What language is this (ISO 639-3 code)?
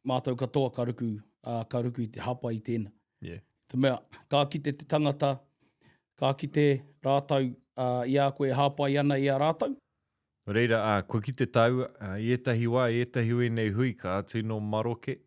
mri